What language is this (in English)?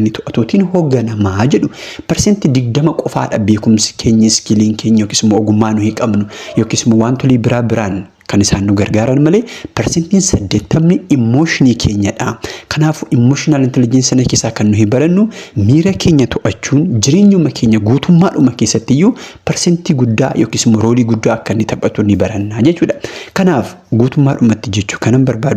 Oromo